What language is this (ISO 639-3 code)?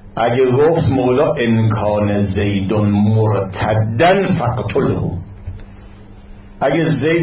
fas